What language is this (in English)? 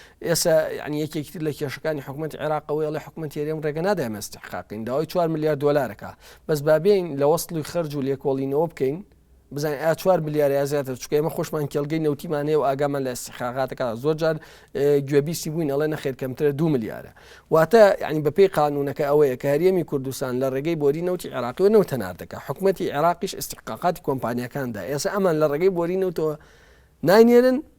Central Kurdish